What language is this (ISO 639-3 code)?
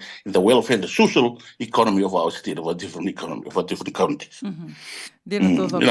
fij